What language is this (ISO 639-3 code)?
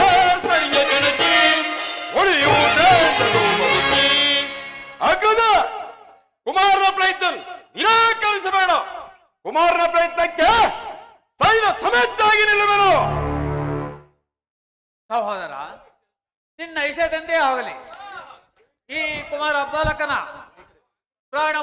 kan